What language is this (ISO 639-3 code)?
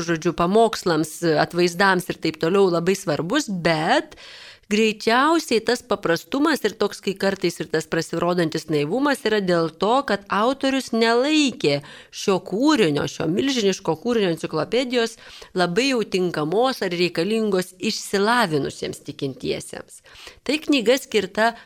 lit